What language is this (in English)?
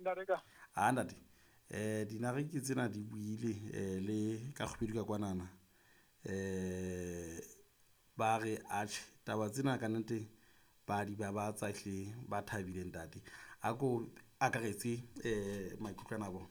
Southern Sotho